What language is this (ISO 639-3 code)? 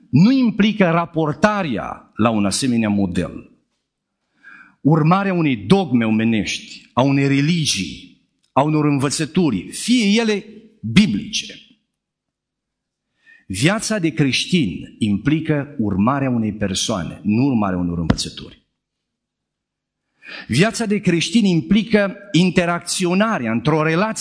ron